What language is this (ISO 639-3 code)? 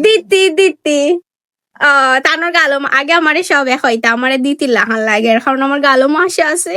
syl